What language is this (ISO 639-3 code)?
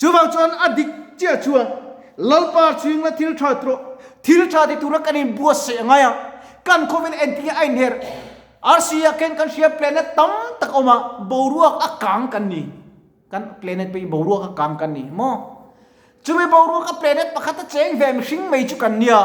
lus